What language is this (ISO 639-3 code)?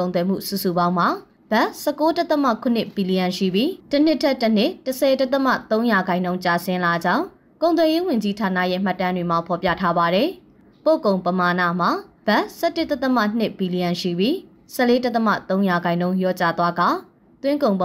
mya